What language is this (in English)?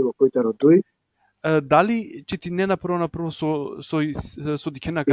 Balkan Romani